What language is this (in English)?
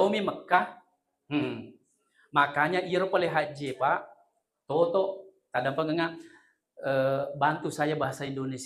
Buginese